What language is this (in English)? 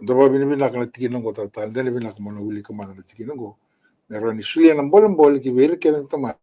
Fijian